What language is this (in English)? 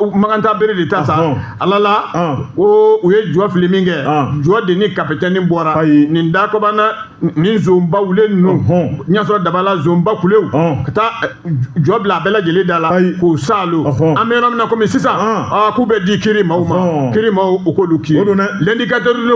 Bambara